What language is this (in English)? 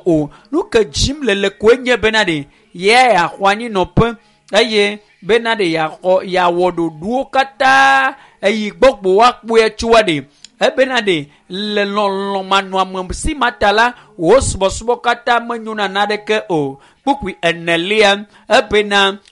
Ewe